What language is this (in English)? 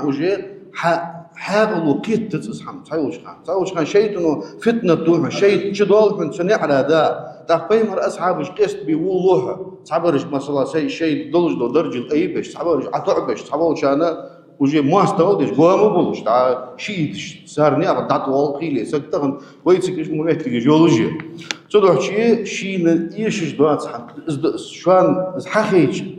Ingush